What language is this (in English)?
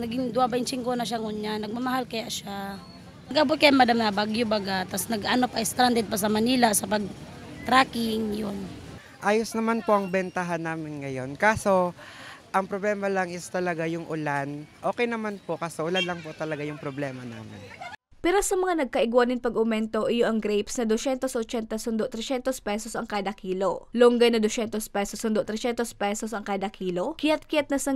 Bikol